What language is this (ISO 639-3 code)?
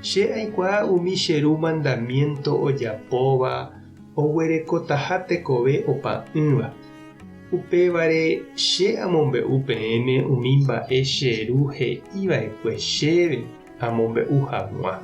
grn